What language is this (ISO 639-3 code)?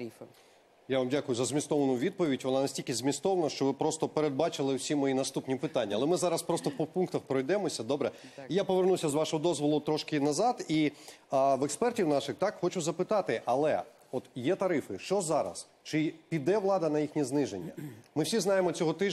ukr